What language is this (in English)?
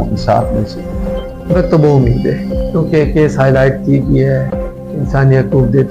Saraiki